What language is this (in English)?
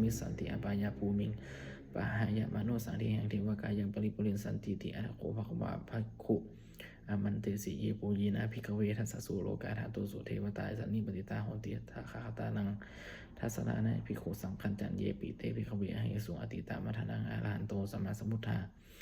Pali